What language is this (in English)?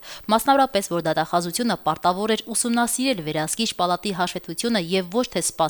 Armenian